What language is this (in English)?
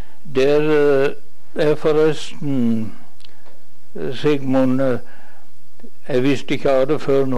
Norwegian